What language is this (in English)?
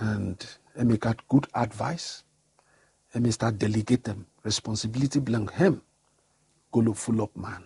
Bislama